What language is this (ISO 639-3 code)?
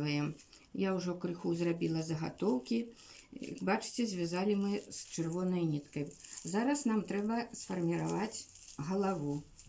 bel